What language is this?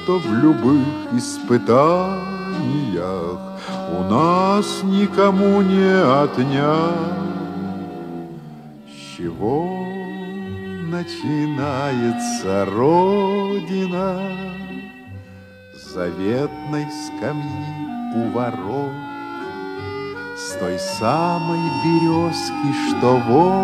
Russian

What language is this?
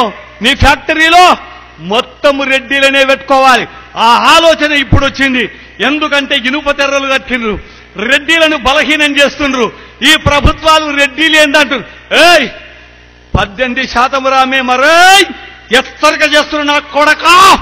Telugu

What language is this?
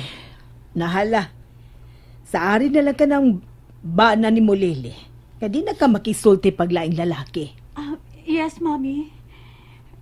Cebuano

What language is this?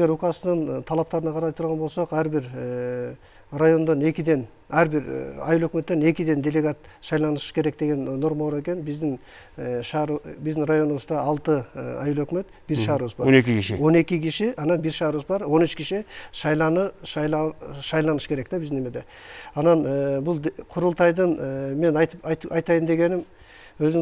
Kyrgyz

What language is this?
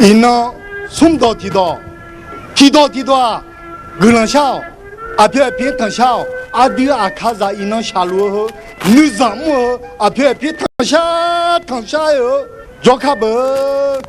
Akha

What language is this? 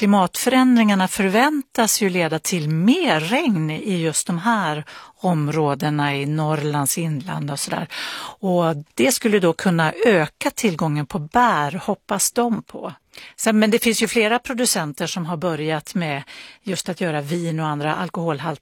Swedish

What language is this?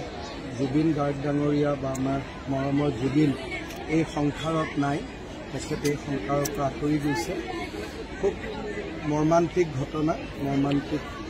Assamese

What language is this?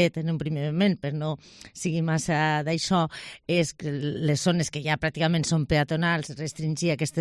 Catalan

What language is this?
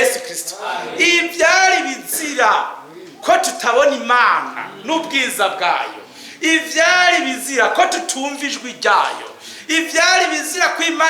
Rundi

